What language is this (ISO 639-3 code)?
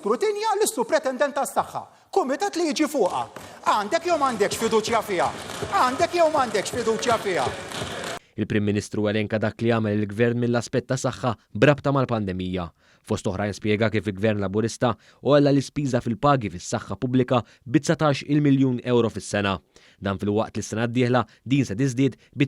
mlt